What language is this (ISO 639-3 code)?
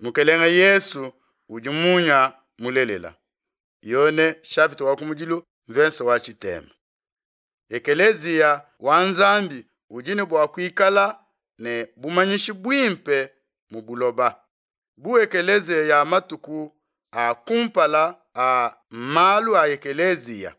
lua